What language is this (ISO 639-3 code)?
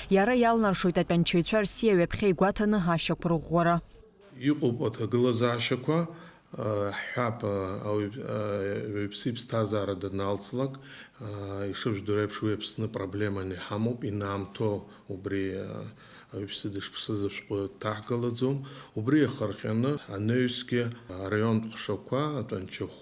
abk